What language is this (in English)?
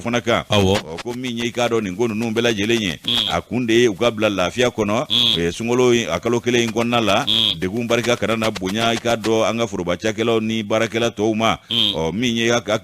Bambara